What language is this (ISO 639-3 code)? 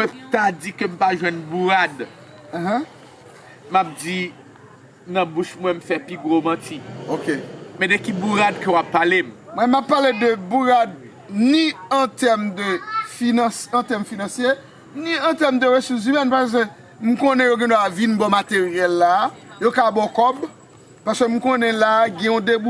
hat